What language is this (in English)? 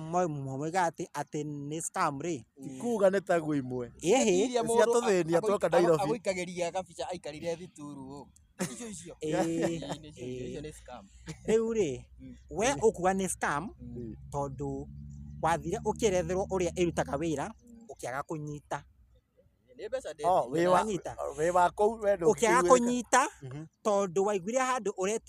Kikuyu